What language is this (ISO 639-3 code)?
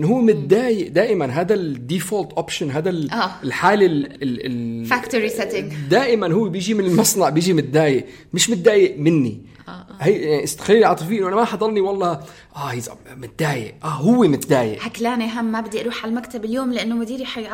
apc